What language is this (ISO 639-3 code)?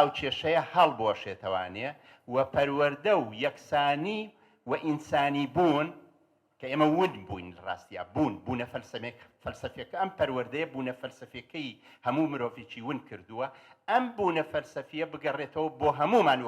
ckb